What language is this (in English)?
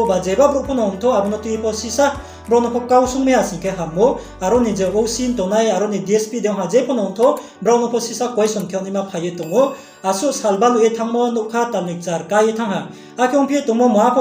Riang (India)